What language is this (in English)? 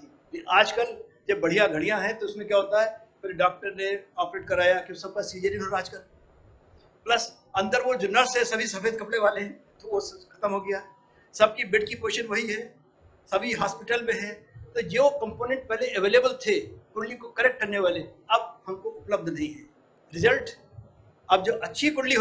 Hindi